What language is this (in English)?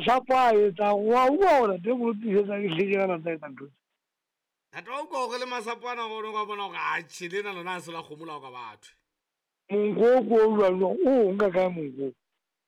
Southern Sotho